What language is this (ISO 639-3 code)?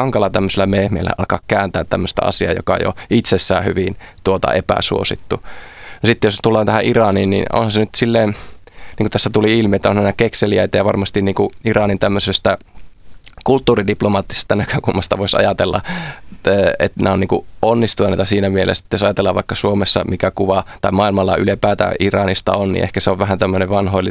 fin